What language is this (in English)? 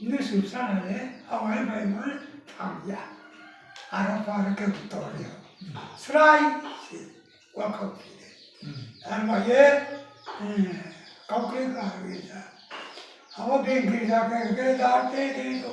Riang (India)